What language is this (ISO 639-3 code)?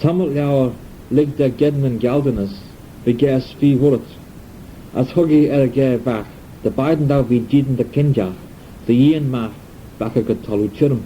glv